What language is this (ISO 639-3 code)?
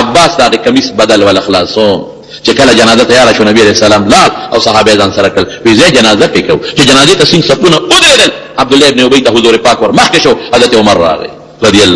pus